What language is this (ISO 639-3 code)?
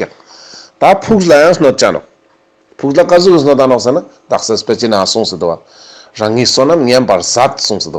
lbj